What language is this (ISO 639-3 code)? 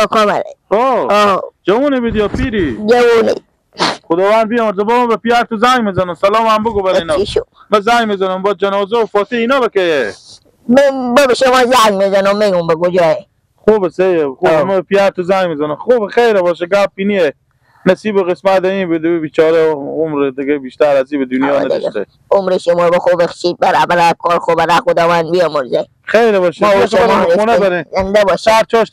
fas